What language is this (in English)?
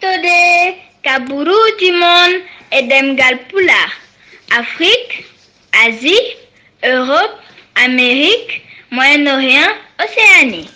Fula